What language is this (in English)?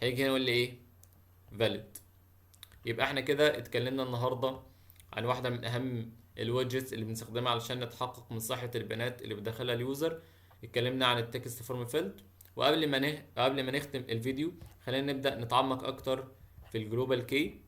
Egyptian Arabic